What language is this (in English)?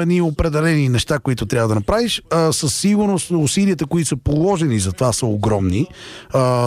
Bulgarian